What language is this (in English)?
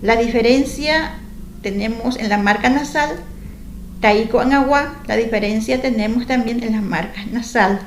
Guarani